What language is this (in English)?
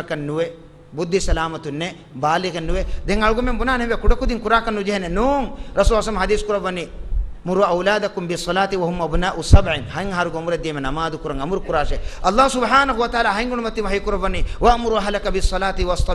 Divehi